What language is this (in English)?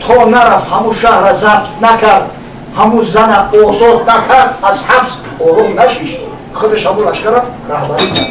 Tajik